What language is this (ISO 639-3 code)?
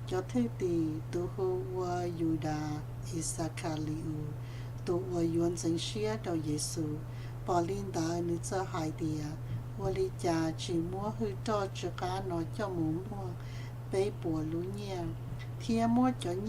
hmn